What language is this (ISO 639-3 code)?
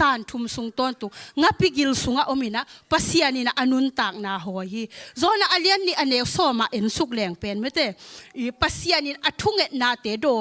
ctd